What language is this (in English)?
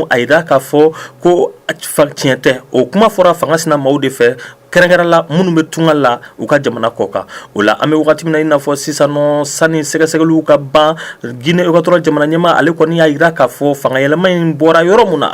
Bambara